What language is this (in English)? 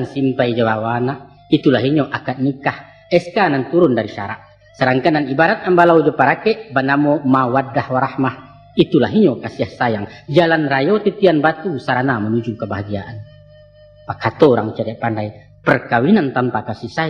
Minangkabau